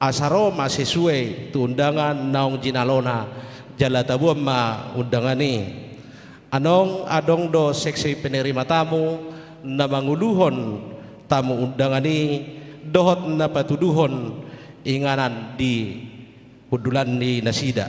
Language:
Batak Toba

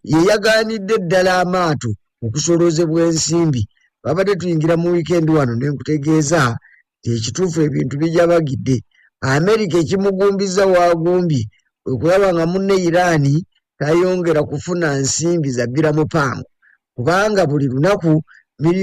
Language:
Ganda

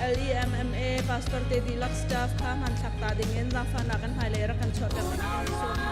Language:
Hakha Chin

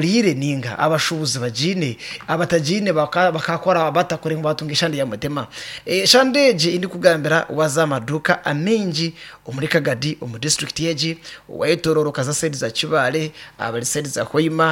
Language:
Nyankole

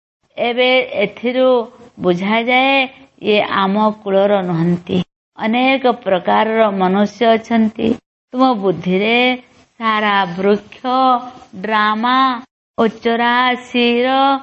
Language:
Odia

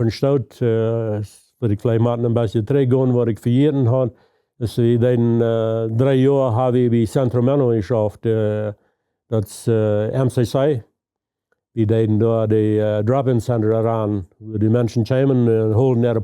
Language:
Plautdietsch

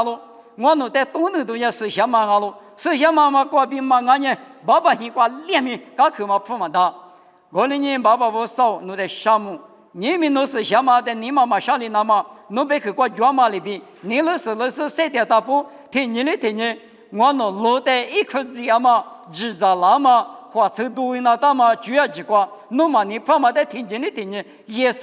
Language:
Lisu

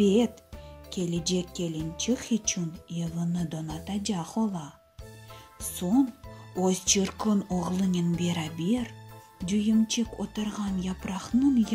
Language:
Crimean Tatar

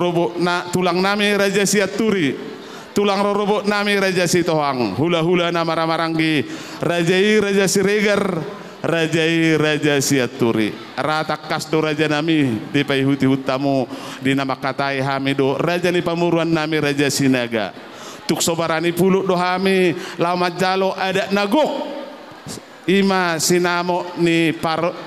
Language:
Batak Toba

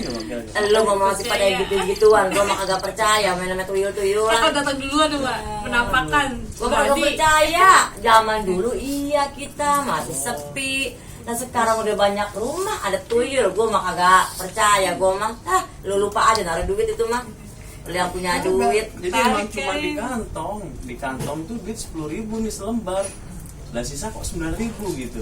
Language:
Betawi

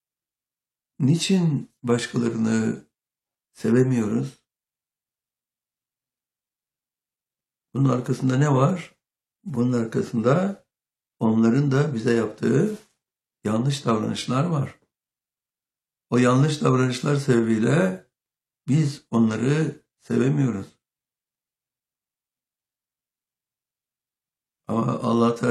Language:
Turkish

